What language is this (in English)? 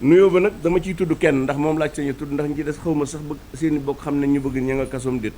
Wolof